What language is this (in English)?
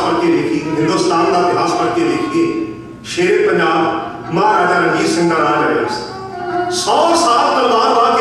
Punjabi